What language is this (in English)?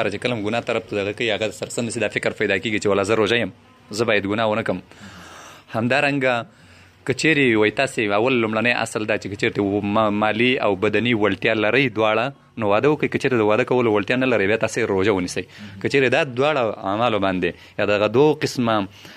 Pashto